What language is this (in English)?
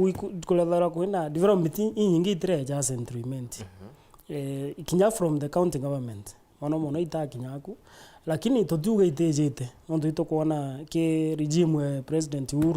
Meru